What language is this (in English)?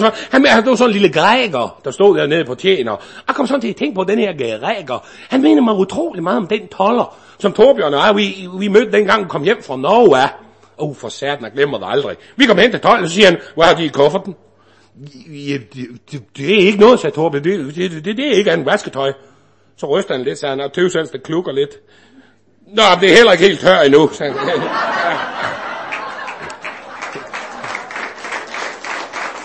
Danish